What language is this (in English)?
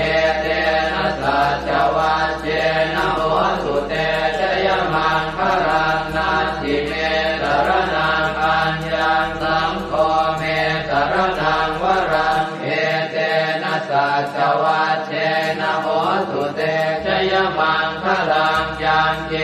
Pali